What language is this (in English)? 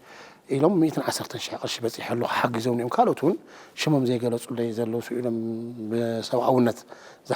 Tigrinya